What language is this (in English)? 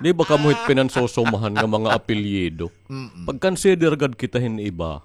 Waray